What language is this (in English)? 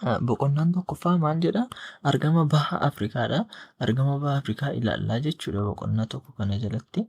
Oromo